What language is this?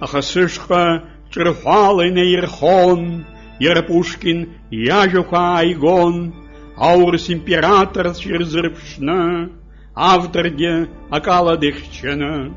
Abkhazian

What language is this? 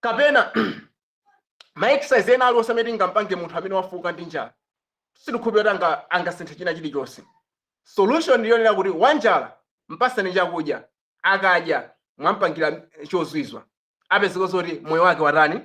Nyanja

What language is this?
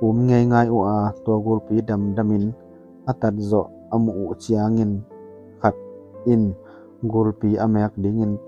Tedim Chin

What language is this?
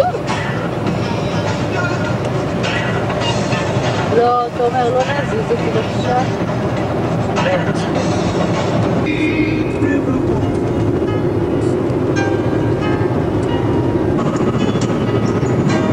Hebrew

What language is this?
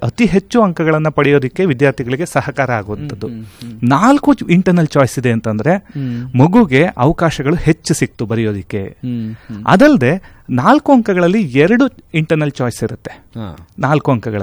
Kannada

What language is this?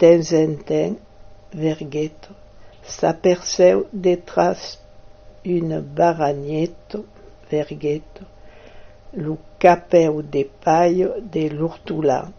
Occitan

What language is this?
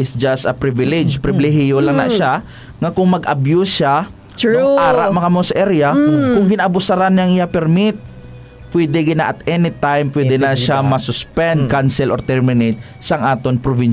Hiligaynon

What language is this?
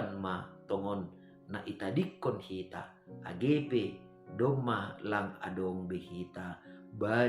Batak Simalungun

